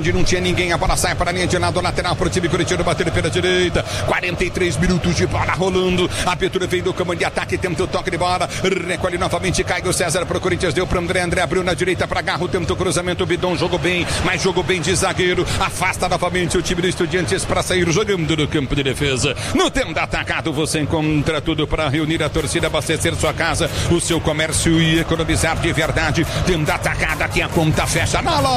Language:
Portuguese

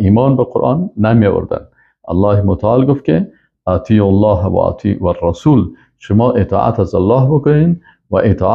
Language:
Persian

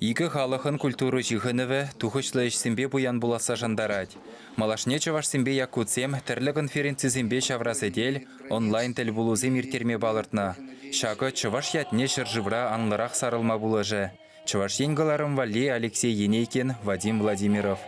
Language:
Chuvash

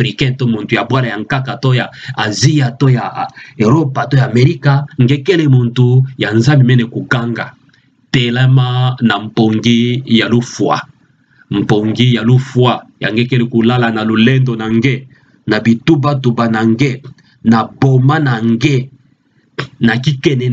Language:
Kituba (Democratic Republic of Congo)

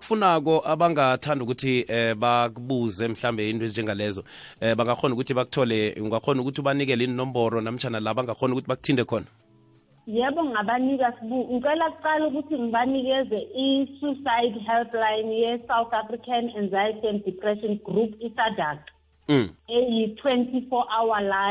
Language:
South Ndebele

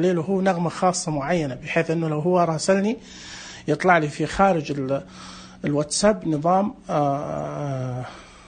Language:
Najdi Arabic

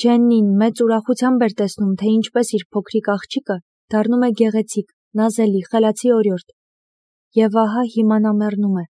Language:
Armenian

